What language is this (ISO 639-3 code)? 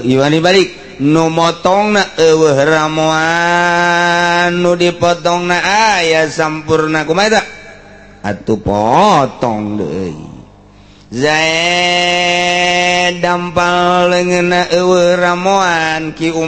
sun